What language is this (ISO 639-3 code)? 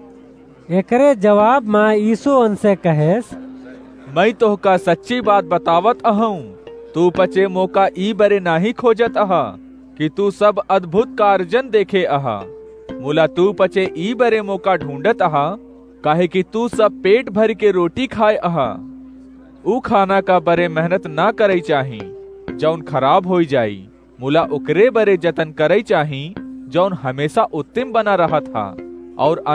awa